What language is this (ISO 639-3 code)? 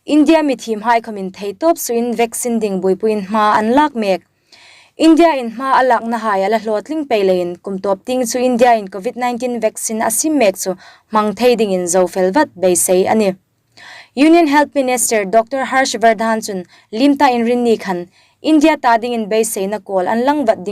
hmr